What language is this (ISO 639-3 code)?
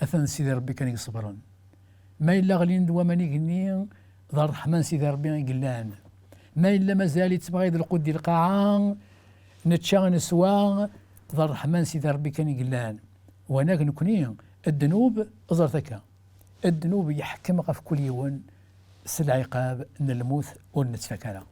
kab